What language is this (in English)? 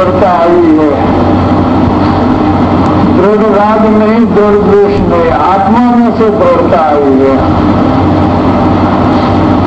Hindi